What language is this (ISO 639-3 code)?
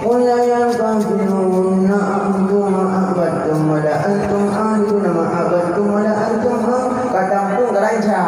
ace